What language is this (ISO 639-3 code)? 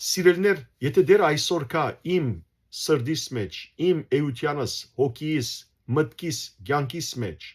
hyw